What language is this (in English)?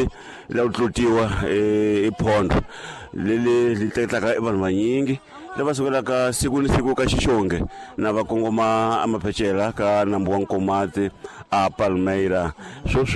Tsonga